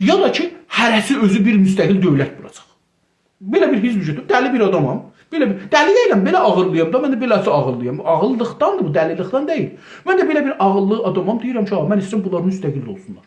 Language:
South Azerbaijani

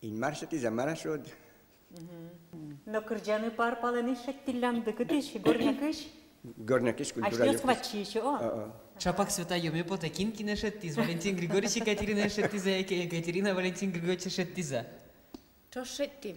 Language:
Udmurt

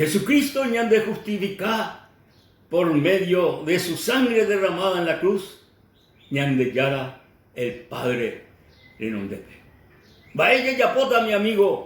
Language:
Guarani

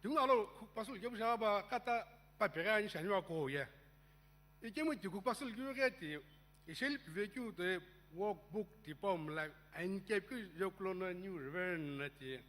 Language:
Sumi Naga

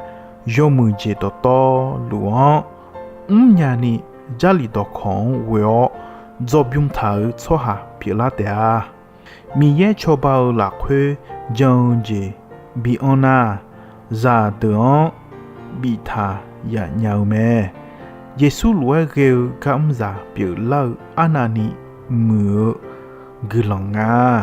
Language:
Akha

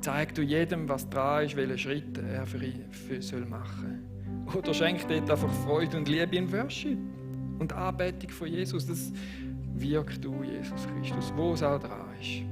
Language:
Swiss German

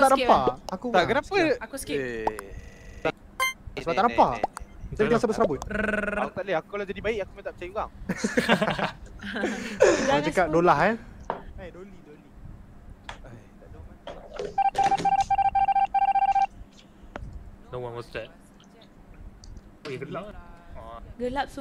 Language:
Malay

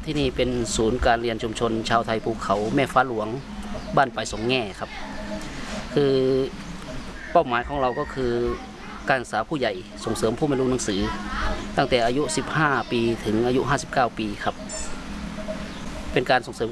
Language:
Thai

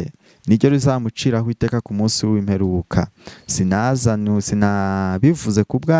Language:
Kinyarwanda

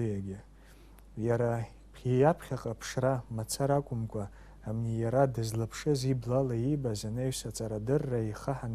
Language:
Abkhazian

